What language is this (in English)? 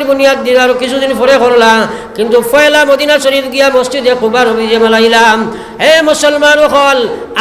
Sylheti